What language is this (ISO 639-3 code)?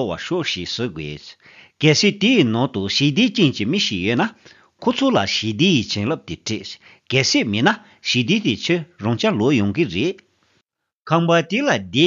bod